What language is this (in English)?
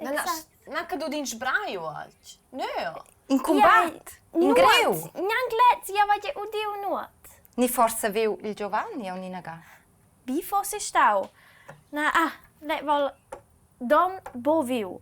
Romansh